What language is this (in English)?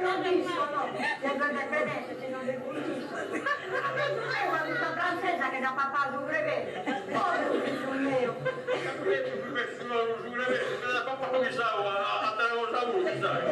Sardinian